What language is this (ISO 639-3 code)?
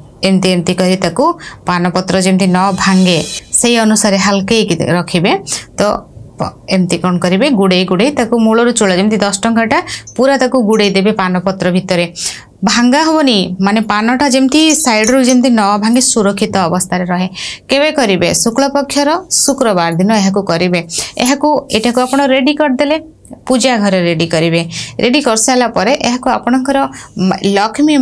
ori